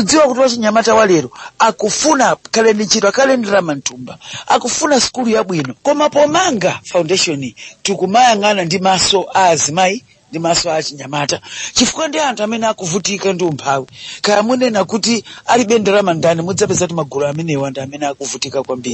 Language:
Nyanja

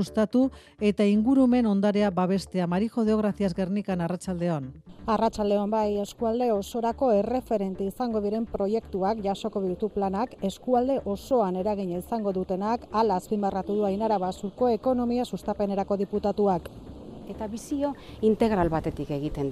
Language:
Basque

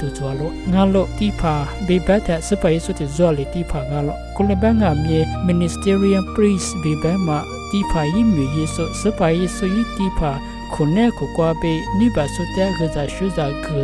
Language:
Lisu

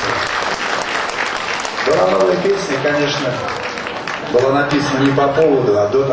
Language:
Russian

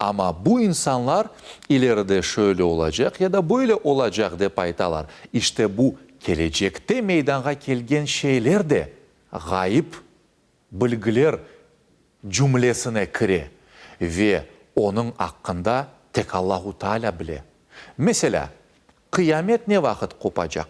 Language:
Crimean Tatar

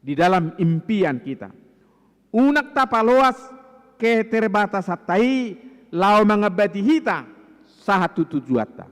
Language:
Batak Toba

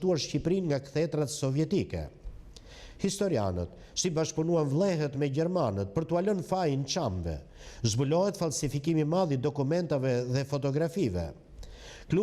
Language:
Albanian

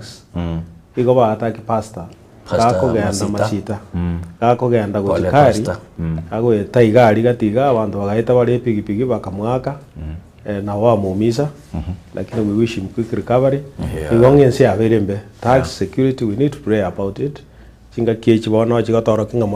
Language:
Gusii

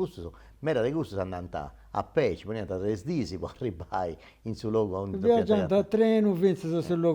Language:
Sardinian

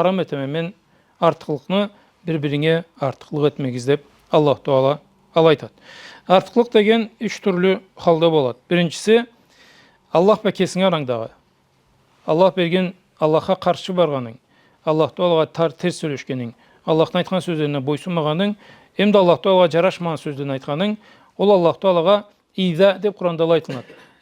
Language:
Karachay-Balkar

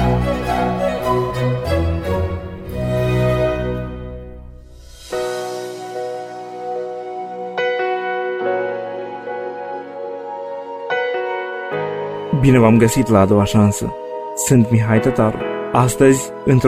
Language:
Romanian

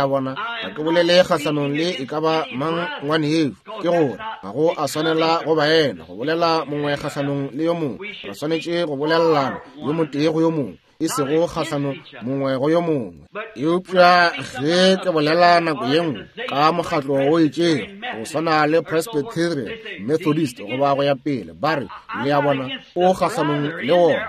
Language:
Northern Sotho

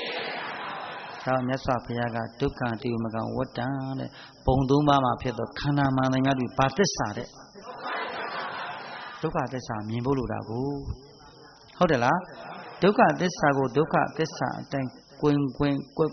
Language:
Burmese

